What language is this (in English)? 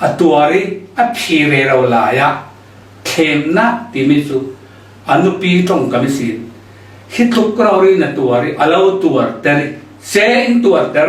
Falam Chin